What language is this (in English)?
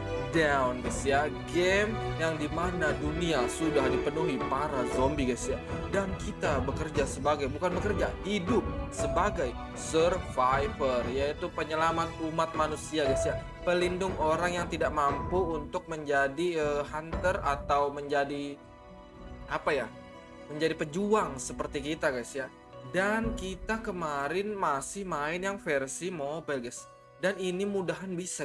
Indonesian